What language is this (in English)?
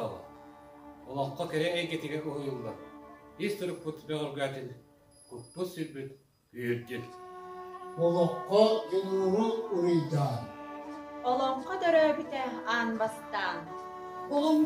Yakut